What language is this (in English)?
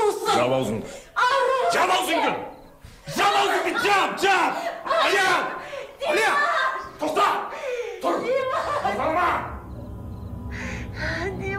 Kazakh